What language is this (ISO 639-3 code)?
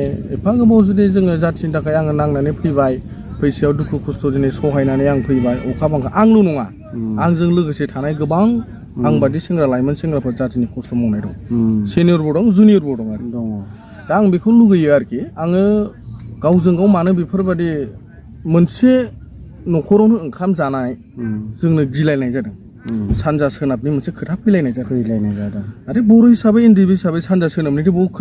brx